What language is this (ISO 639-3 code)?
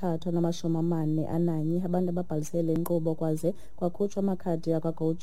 xho